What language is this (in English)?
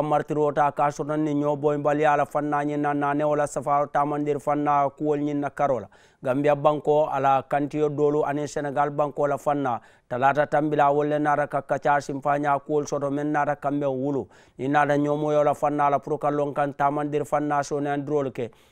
Mandingo